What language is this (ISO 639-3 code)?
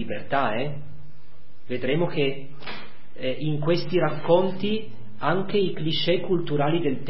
ita